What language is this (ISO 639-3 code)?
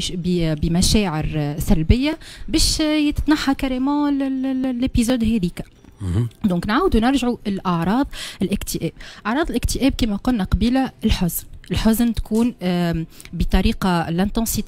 aeb